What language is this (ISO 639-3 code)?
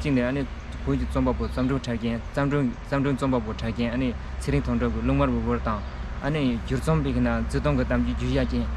bod